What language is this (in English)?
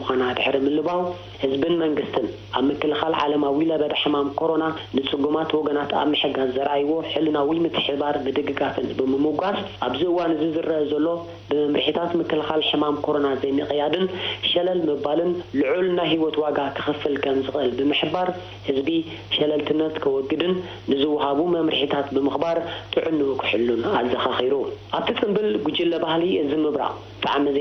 Tigrinya